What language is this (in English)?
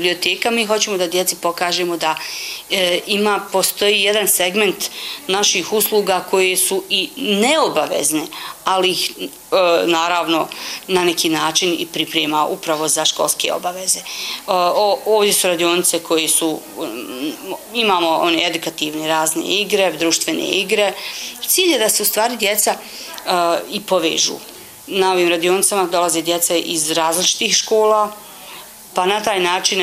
Bosnian